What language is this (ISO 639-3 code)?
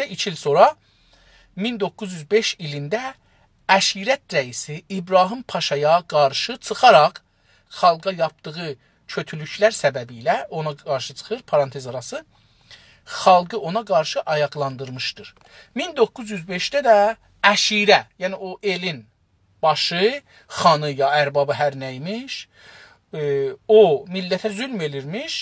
azb